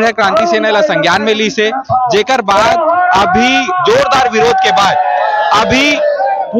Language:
Chhattisgarhi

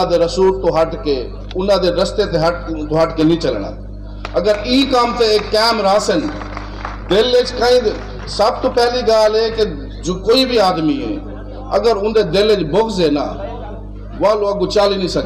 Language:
Saraiki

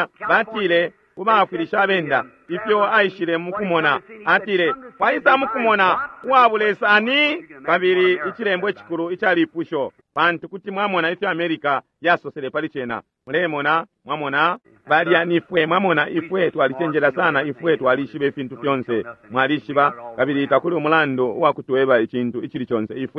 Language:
Bemba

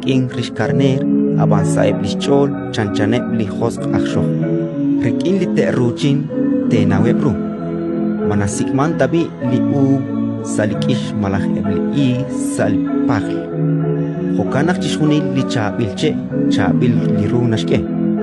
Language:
Kekchí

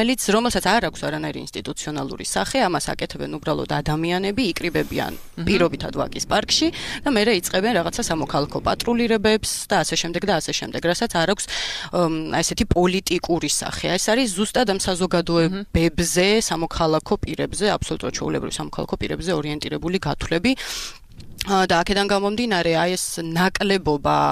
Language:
Georgian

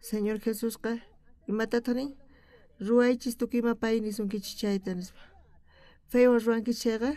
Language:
South Bolivian Quechua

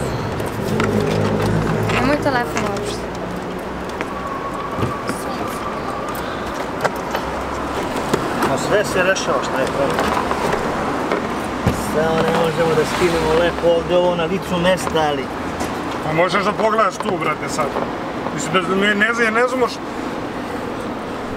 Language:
Serbian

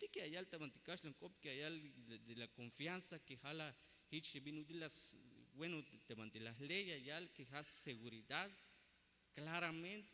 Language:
Tzeltal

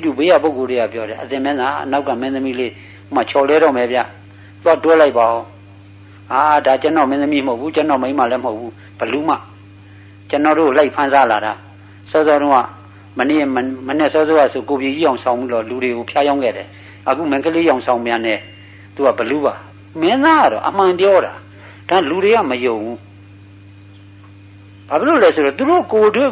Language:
Burmese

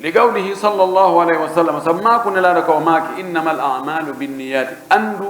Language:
Pular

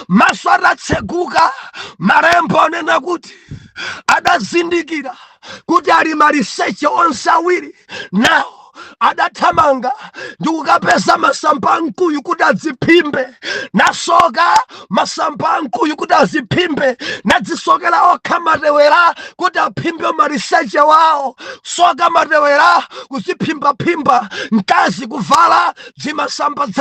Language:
Nyanja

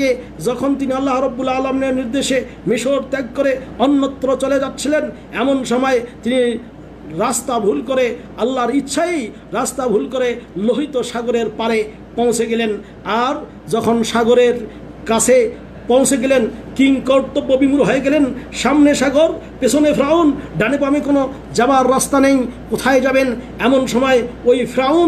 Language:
Bangla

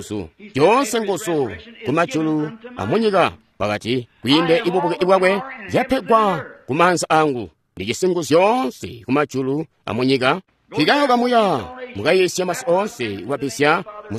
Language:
Tonga (Zambia)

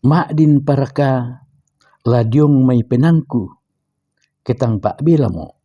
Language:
Toraja-Sa'dan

